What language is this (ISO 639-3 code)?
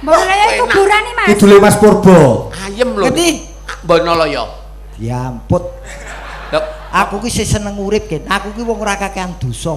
jav